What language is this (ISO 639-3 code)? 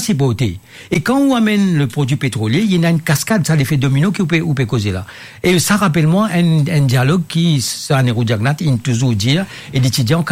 mfe